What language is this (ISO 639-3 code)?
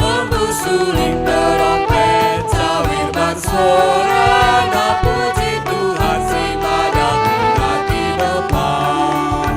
btx